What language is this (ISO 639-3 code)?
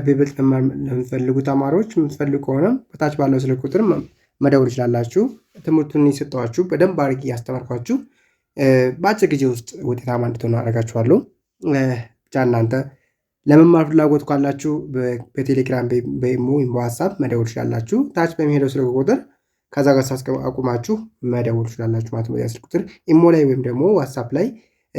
amh